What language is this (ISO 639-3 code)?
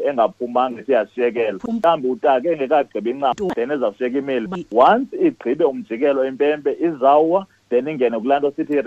xho